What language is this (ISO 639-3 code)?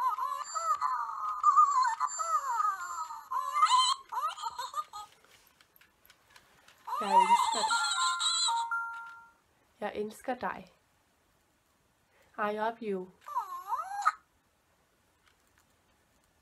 dan